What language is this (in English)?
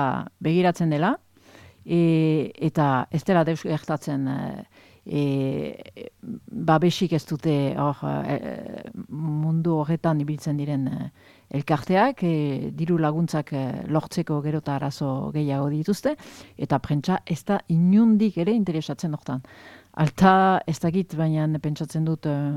Basque